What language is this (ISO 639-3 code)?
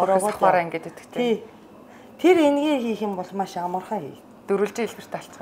mon